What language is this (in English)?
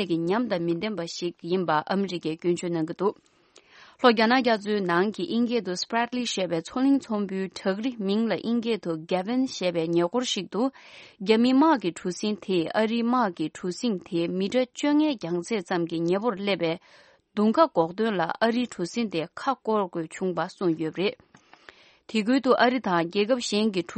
Tibetan